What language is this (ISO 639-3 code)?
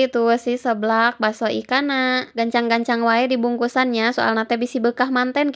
sun